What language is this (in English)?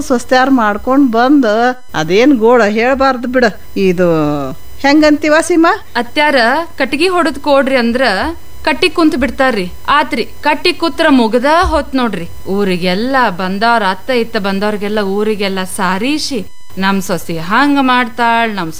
Kannada